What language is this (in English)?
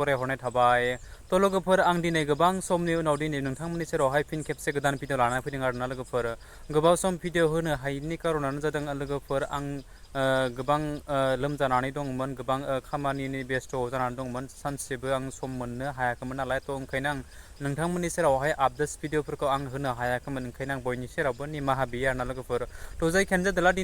Bodo